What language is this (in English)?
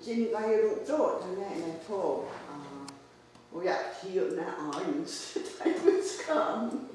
Mohawk